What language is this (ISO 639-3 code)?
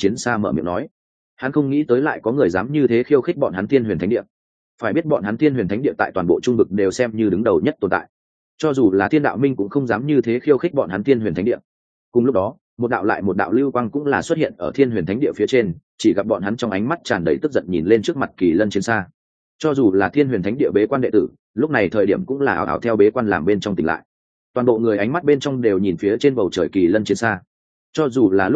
vie